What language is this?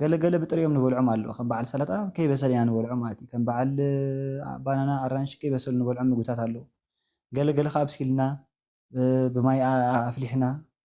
Tigrinya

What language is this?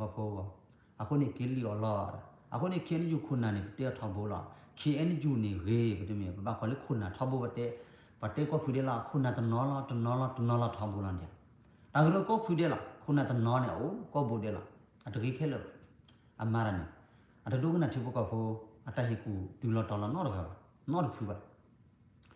S'gaw Karen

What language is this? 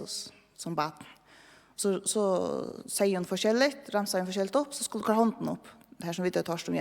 Faroese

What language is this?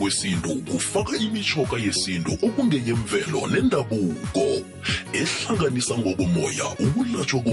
South Ndebele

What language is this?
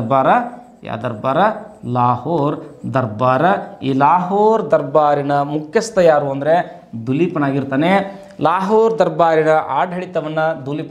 Kannada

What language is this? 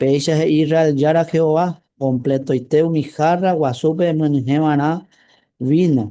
Guarani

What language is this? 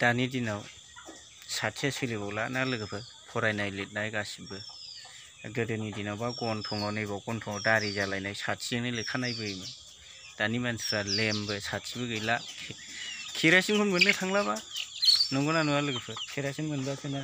Bodo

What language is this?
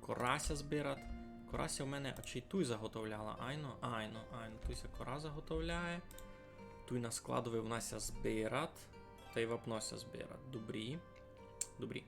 Rusyn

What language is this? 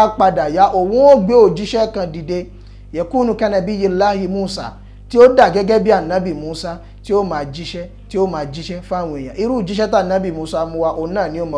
Yoruba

